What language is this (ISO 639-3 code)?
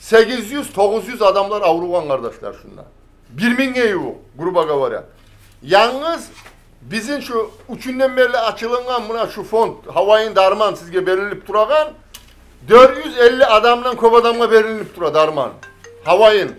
kum